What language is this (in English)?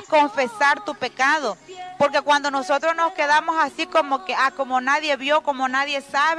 Spanish